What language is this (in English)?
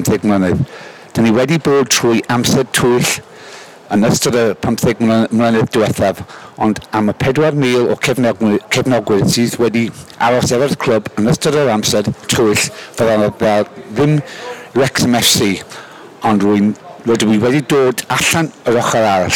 Welsh